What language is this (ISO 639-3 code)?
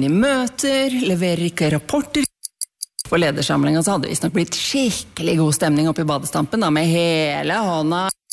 nor